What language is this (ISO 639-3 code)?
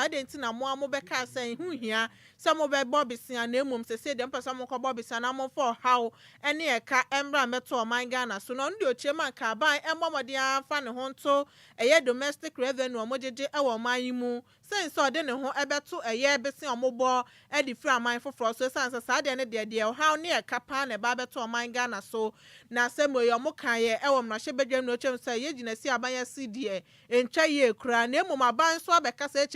aka